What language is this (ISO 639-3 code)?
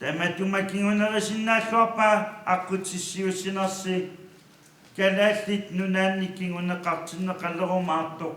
kal